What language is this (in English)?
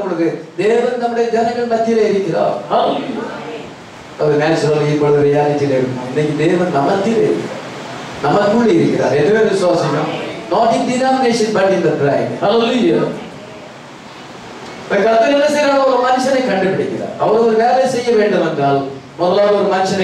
Tamil